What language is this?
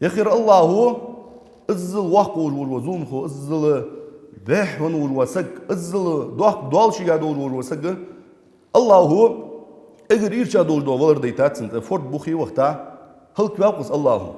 Ingush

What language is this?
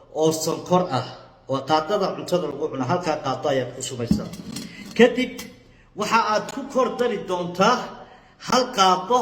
Somali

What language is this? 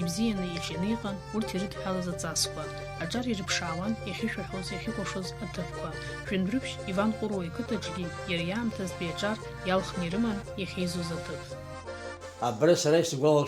Abkhazian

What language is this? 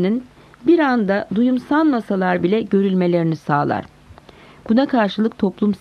Turkish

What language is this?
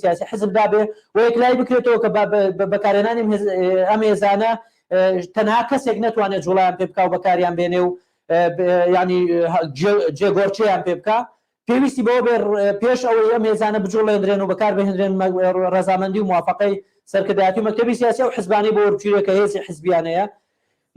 Central Kurdish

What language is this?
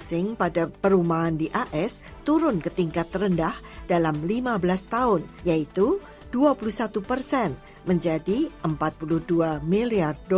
Indonesian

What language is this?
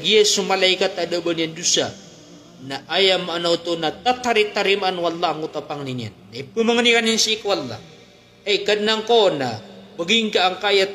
Maranao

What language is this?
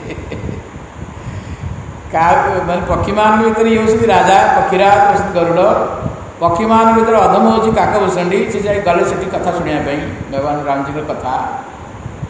Odia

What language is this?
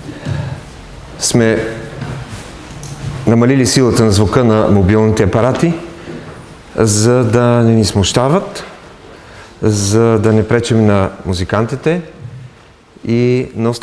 Bulgarian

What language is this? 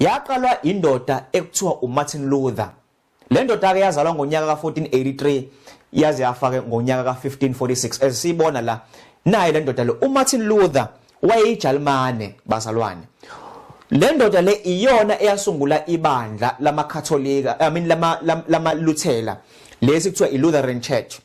Zulu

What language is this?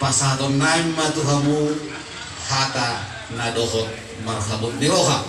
Batak Toba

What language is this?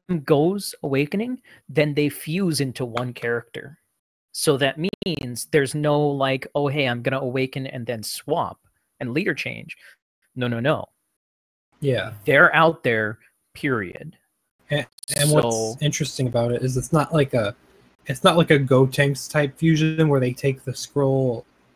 English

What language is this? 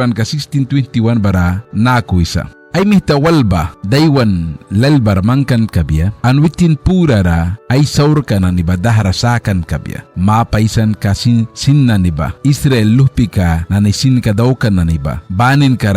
Mískito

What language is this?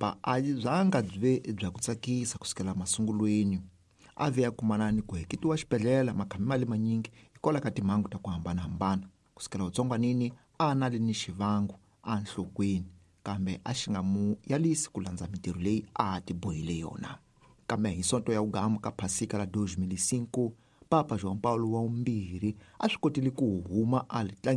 Tsonga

